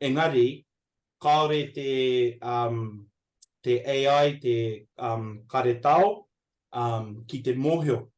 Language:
Māori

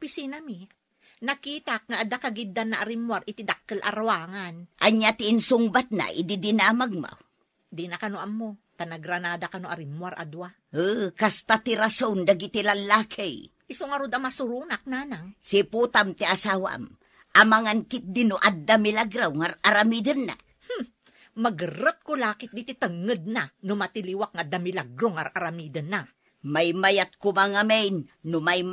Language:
Iloko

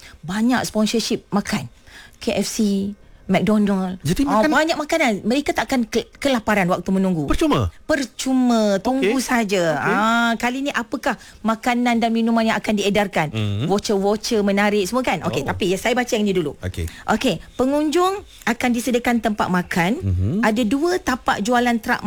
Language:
Malay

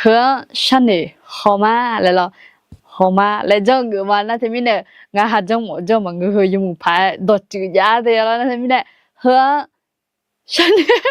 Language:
Akha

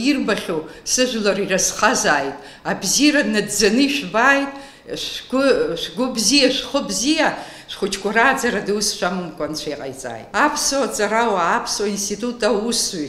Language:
Abkhazian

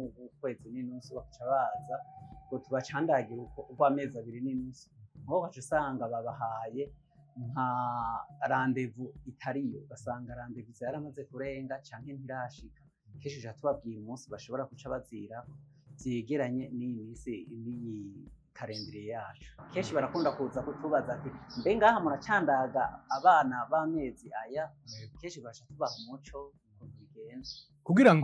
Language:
Rundi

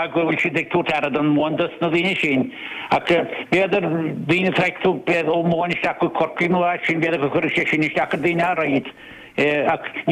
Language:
Irish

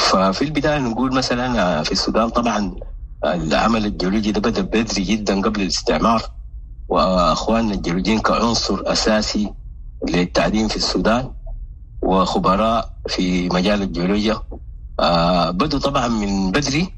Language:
Sudanese Arabic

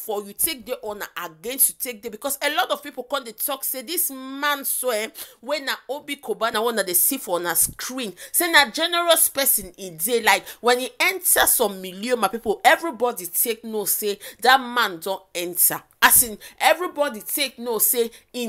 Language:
Nigerian Pidgin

